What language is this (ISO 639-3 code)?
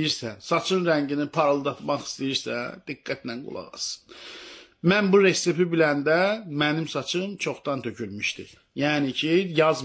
aze